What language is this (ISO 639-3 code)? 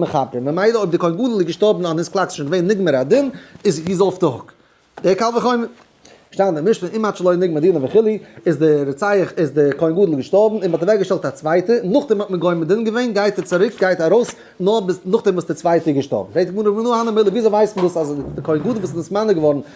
yid